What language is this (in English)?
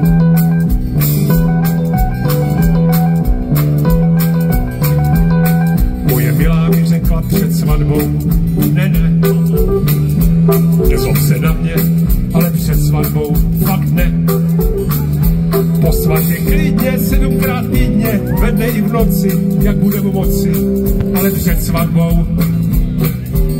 Czech